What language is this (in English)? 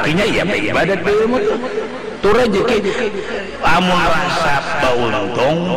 Banjar